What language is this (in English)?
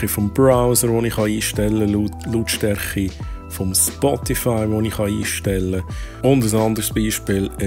Swiss German